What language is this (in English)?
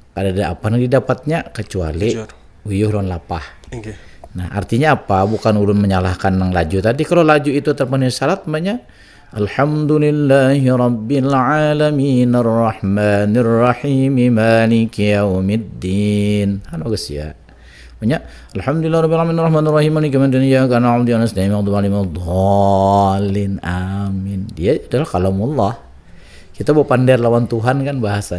Banjar